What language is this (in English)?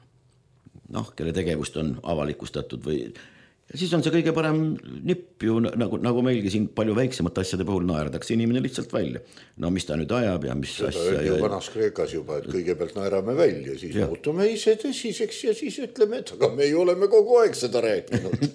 Estonian